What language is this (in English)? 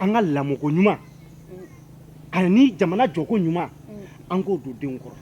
Bambara